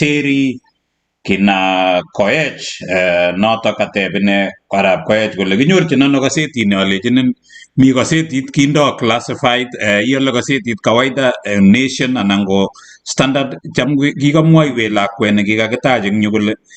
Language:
Kalenjin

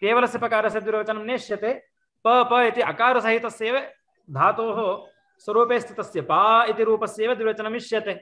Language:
Sanskrit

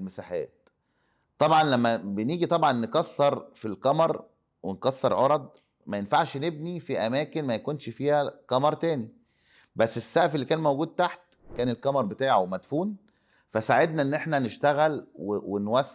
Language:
Egyptian Arabic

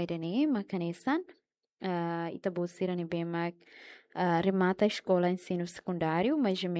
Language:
Tetum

